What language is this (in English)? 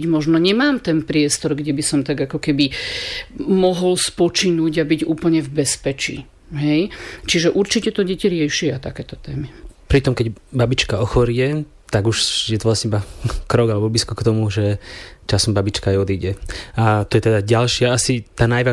Slovak